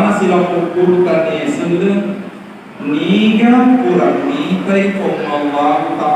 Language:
Buginese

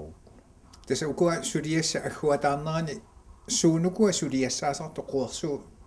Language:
Kalaallisut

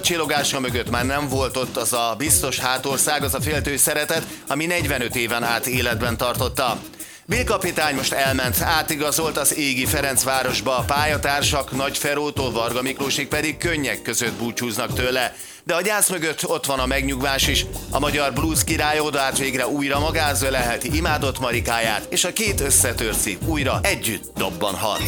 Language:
Hungarian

